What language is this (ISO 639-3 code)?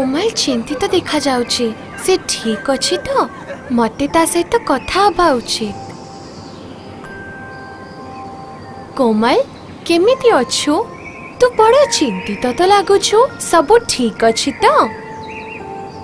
ori